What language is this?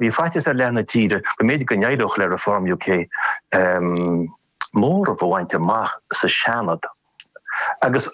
Irish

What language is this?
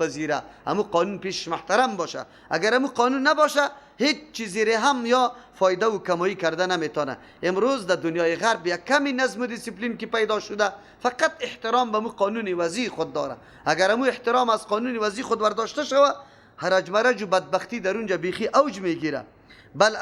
Persian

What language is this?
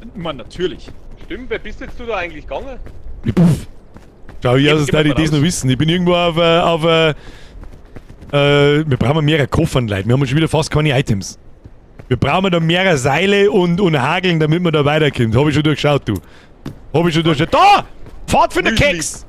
Bavarian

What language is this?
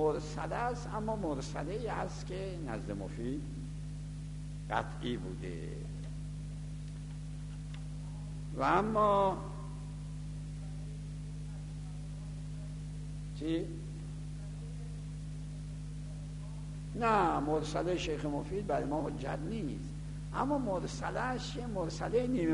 Persian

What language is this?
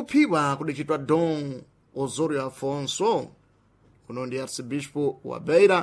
Sena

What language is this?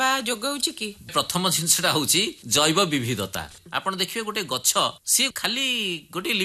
Odia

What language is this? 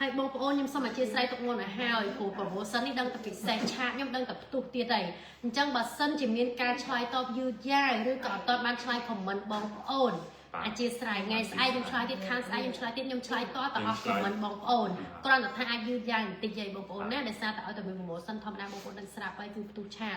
Khmer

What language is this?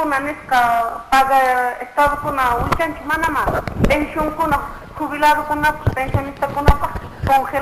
Quechua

